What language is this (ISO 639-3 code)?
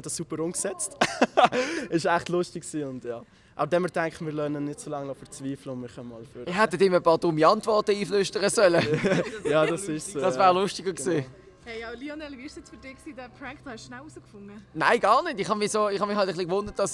gsw